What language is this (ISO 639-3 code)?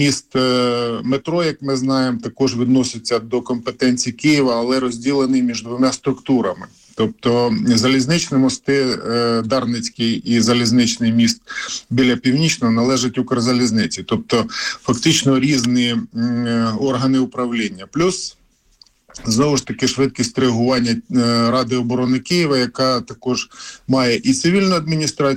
ukr